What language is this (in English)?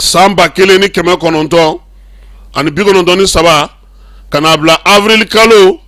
Bambara